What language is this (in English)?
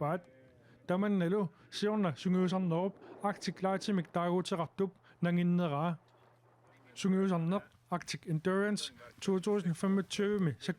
Kalaallisut